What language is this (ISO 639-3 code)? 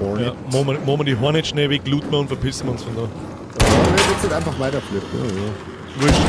bar